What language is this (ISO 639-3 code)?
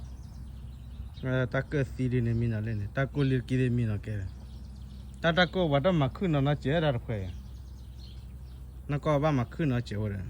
ksw